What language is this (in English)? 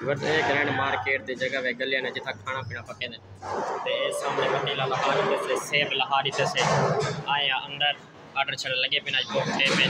Saraiki